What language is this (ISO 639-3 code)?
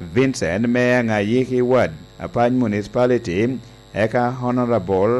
laj